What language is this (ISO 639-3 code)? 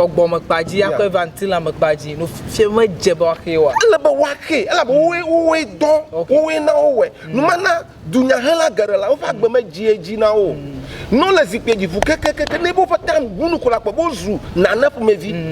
ewe